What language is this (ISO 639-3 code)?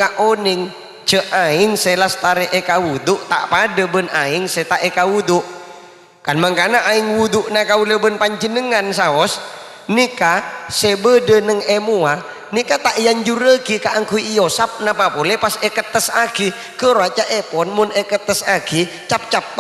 mad